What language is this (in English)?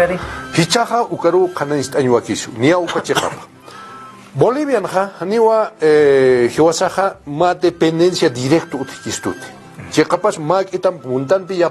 Aymara